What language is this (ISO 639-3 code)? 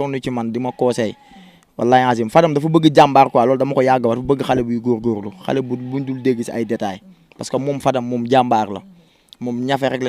wol